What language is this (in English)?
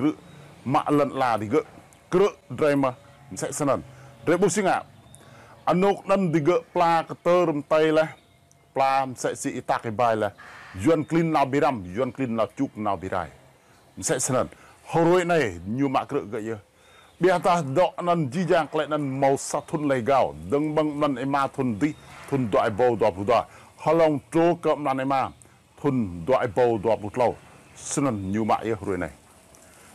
Rade